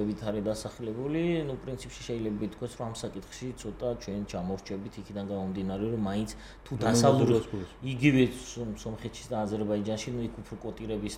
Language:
Georgian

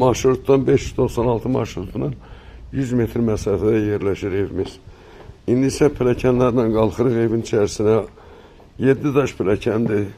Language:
Azerbaijani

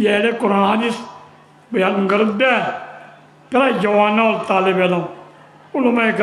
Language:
Rohingya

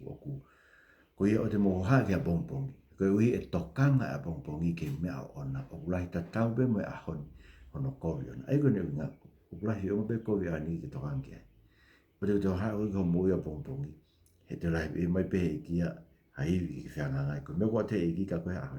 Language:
Tongan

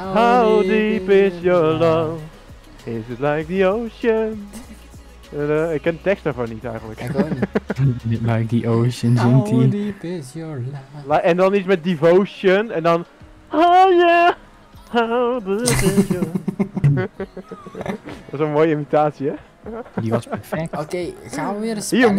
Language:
Dutch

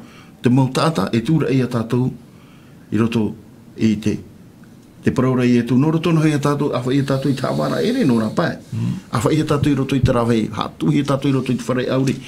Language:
Tahitian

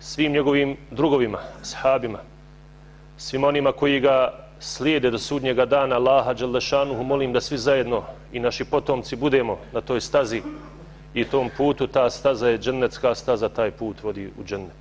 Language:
Bosnian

